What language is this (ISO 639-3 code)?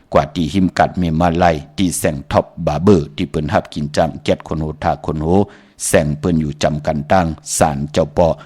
shn